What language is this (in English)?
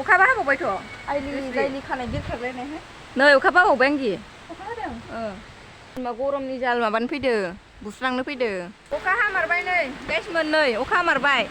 Bodo